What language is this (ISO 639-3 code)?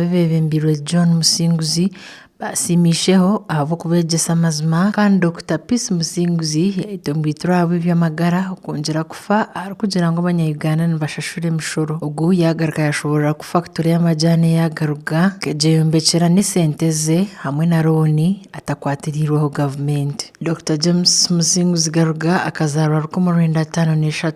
nyn